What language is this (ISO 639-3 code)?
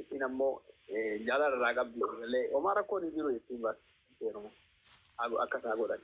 orm